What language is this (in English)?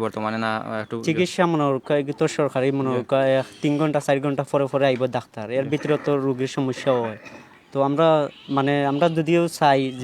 Sylheti